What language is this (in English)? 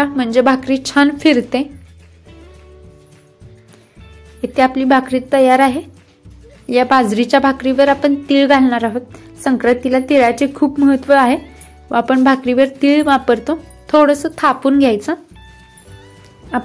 Marathi